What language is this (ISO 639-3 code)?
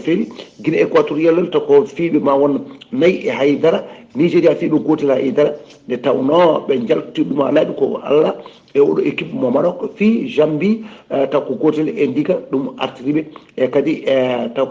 ful